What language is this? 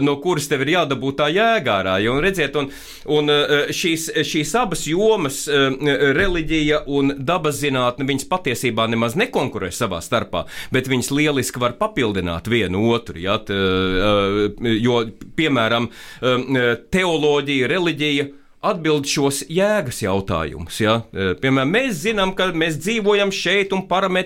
Latvian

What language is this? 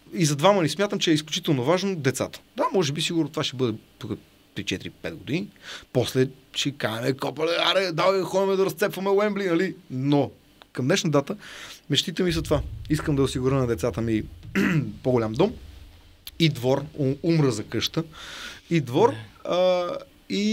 Bulgarian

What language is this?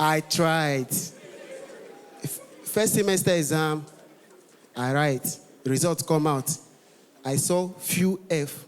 Nigerian Pidgin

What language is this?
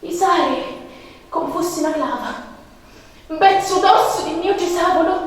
Sicilian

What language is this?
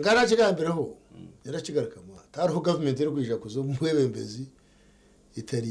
Nyankole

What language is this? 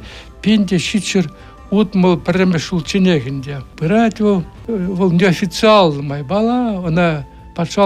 Chuvash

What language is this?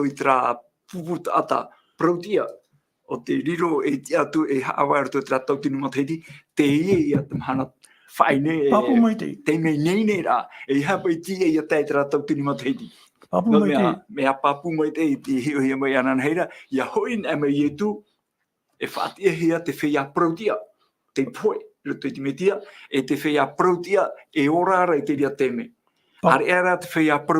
Tahitian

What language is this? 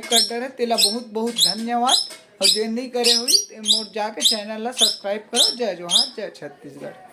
Chhattisgarhi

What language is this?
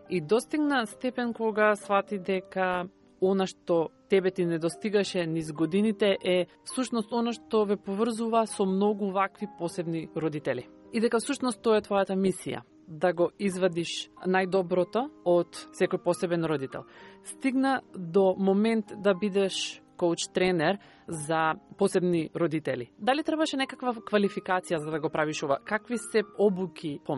Macedonian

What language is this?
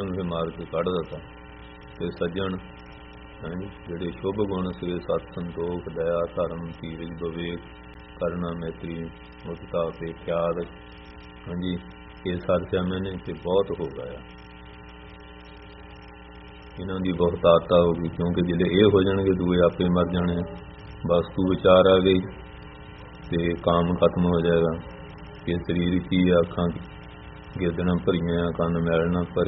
Punjabi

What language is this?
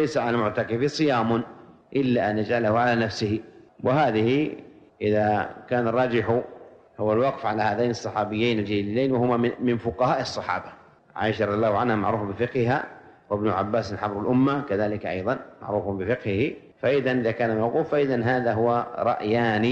Arabic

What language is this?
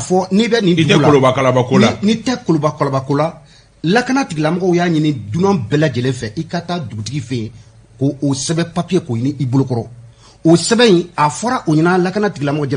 Bambara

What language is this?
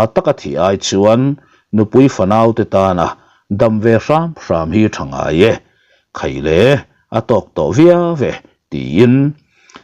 Mizo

